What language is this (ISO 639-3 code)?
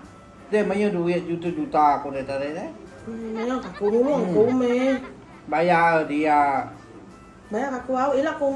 iba